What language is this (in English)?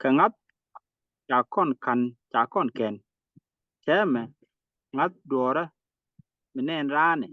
Nuer